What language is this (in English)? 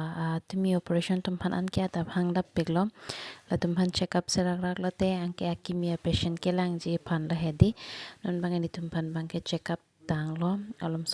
Karbi